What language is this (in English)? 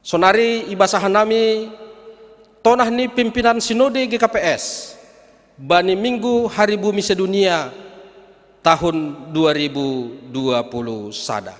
Batak Simalungun